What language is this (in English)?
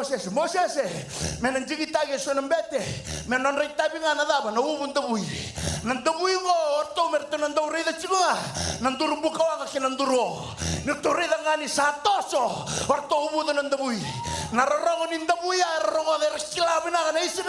Fijian